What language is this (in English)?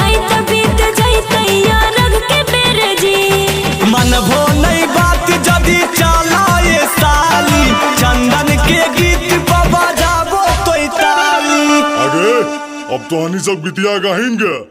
Magahi